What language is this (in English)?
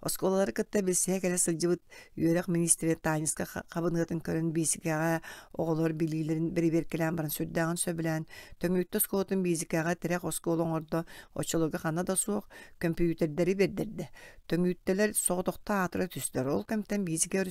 Yakut